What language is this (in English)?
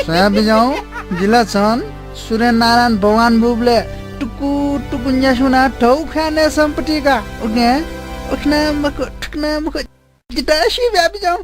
Newari